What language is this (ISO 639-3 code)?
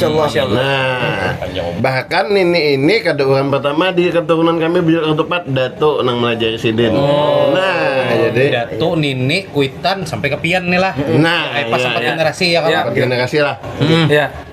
bjn